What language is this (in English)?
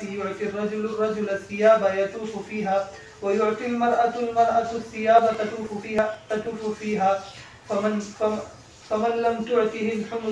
Urdu